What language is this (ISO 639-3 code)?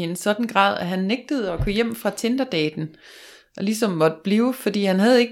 dan